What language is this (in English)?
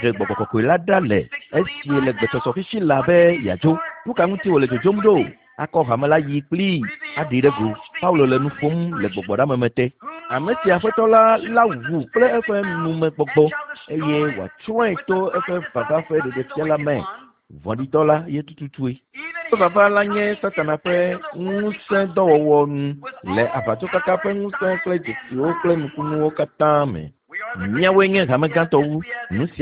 Ewe